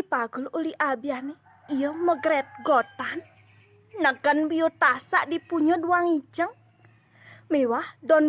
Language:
Balinese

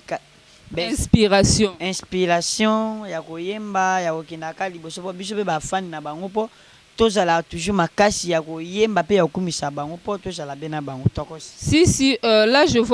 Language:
Lingala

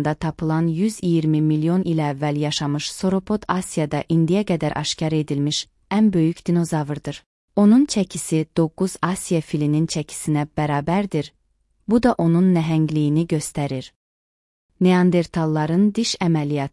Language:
Azerbaijani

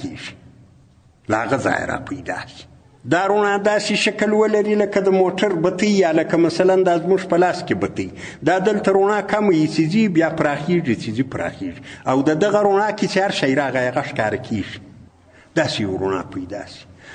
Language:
Pashto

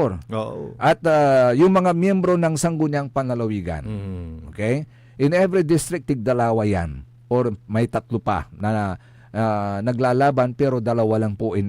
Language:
Pangasinan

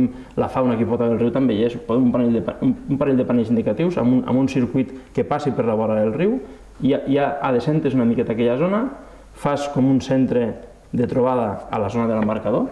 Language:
Catalan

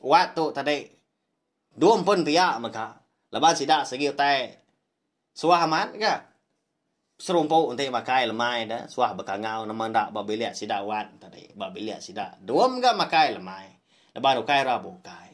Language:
Iban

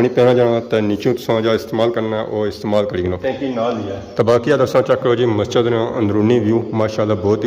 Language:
Pahari-Potwari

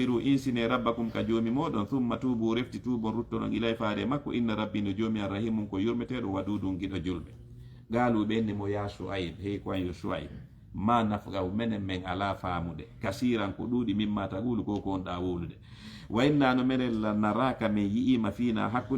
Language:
Fula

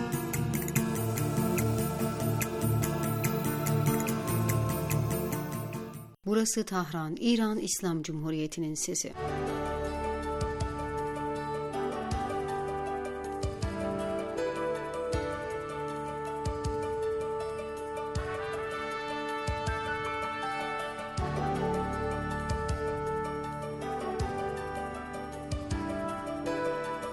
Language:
Turkish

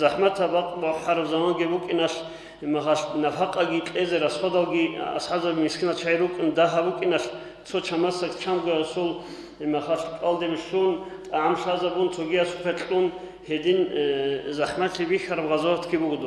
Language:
Avaric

